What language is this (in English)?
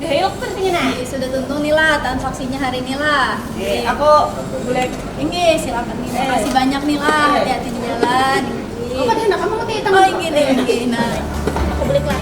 Banjar